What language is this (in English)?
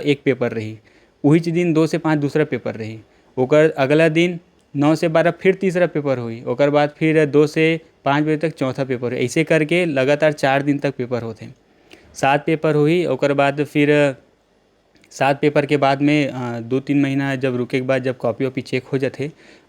Chhattisgarhi